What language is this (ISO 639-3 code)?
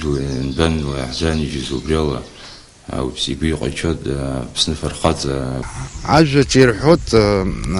abk